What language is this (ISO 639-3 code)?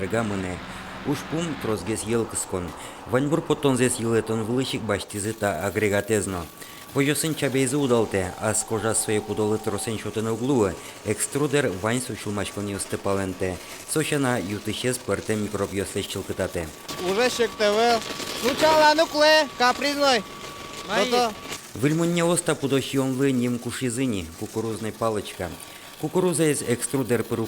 udm